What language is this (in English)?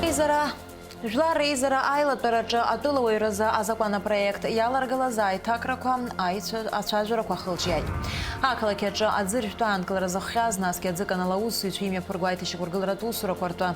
Abkhazian